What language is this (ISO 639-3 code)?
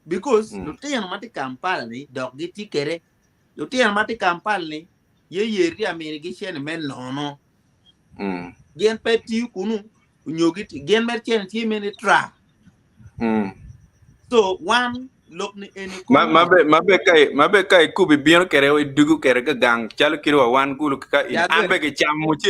ach